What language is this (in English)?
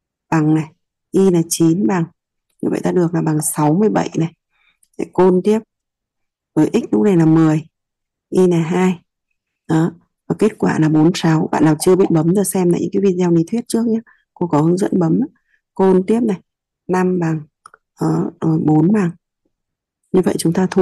Vietnamese